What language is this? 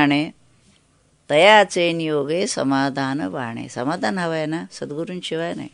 Marathi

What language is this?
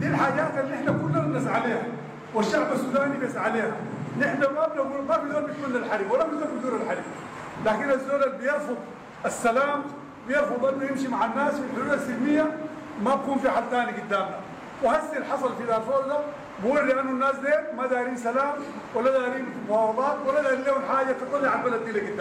Sudanese Arabic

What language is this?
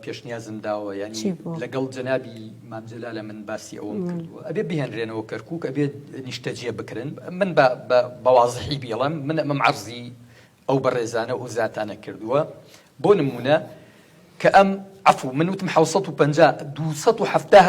Central Kurdish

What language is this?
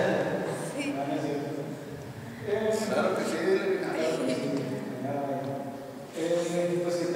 Spanish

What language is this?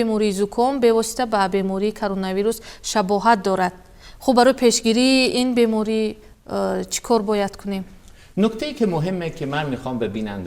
Persian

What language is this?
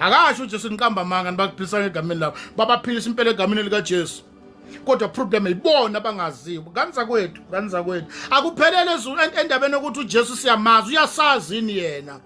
Zulu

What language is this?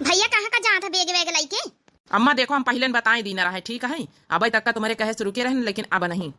Awadhi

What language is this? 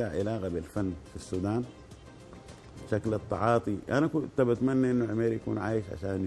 Sudanese Arabic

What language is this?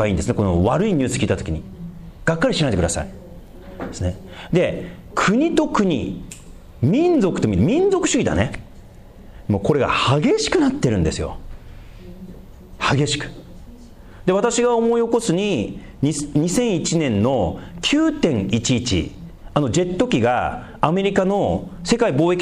Japanese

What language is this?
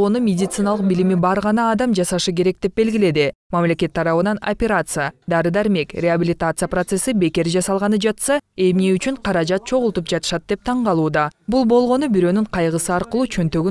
Kyrgyz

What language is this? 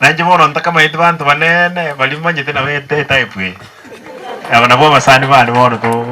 Gusii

